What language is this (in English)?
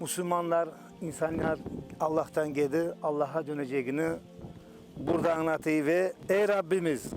Crimean Tatar